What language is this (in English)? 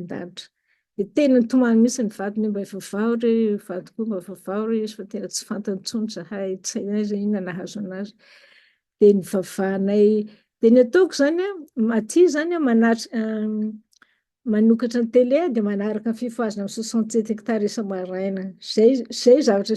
Malagasy